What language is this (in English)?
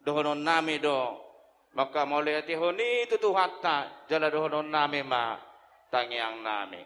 Batak Toba